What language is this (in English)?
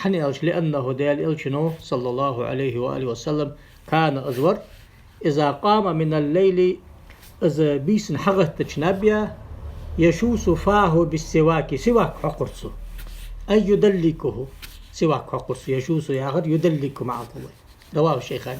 Ingush